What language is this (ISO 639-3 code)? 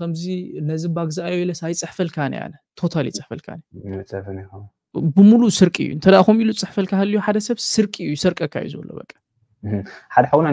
tir